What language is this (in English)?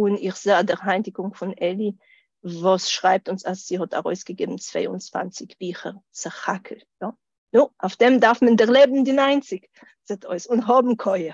Yiddish